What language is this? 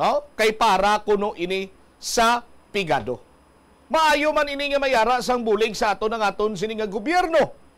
Hiligaynon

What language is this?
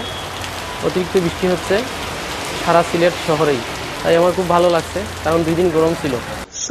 Sylheti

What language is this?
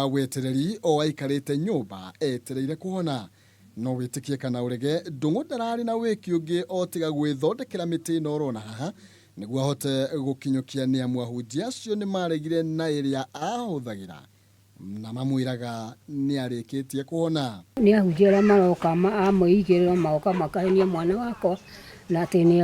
Kikuyu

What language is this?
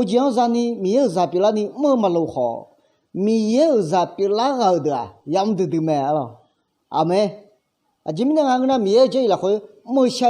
Akha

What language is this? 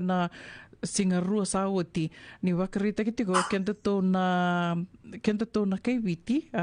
Fijian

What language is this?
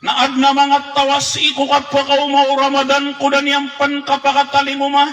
Maranao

